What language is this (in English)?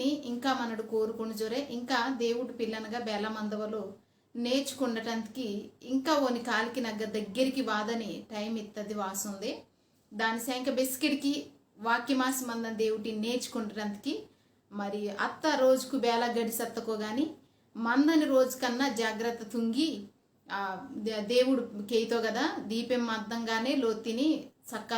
Koya